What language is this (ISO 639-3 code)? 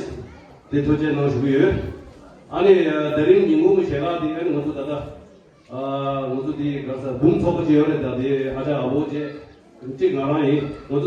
bod